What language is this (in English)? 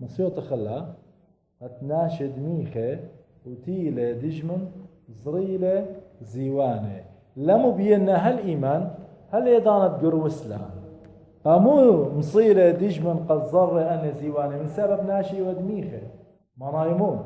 Assyrian Neo-Aramaic